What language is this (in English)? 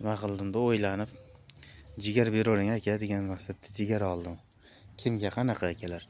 Uzbek